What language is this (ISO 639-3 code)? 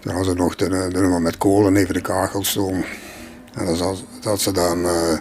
lim